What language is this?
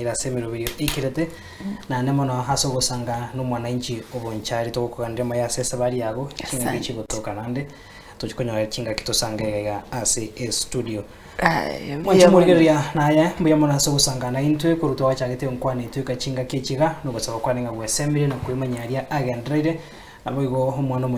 Gusii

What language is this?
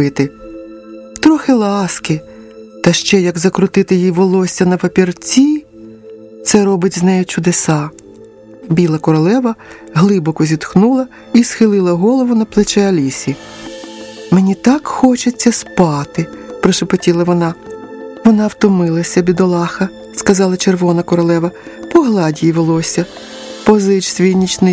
Ukrainian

